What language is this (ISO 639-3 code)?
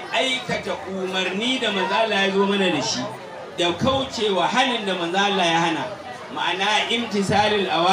hau